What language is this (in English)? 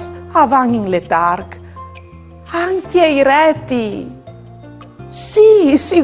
Friulian